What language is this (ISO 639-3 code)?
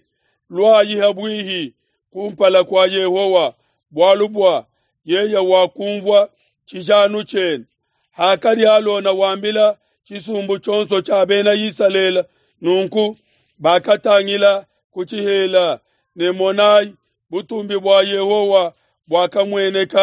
lua